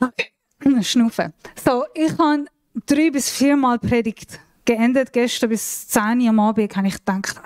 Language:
Swiss German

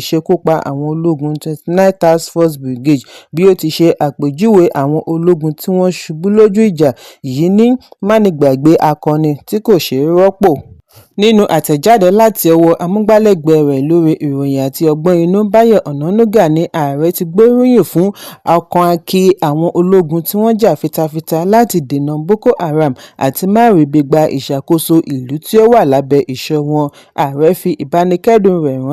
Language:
Yoruba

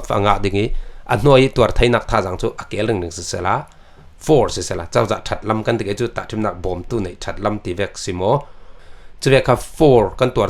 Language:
Falam Chin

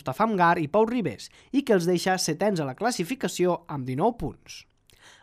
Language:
Catalan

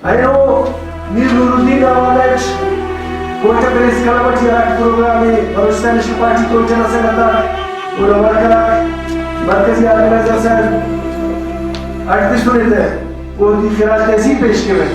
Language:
Brahui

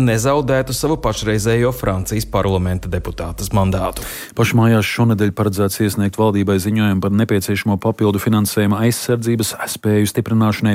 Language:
Latvian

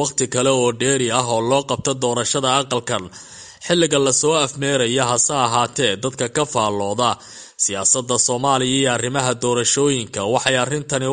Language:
Somali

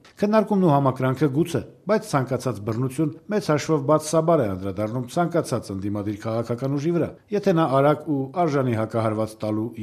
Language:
Armenian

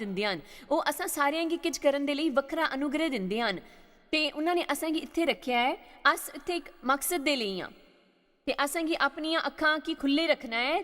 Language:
Dogri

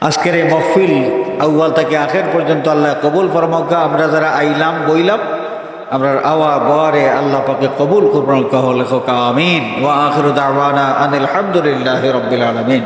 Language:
Sylheti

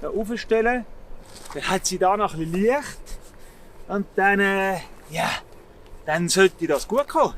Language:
Swiss German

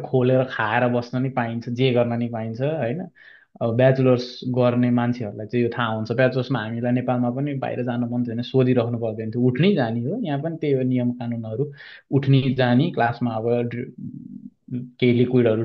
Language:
Nepali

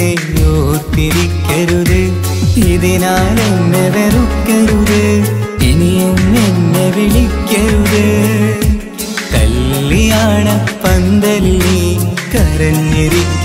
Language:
Malayalam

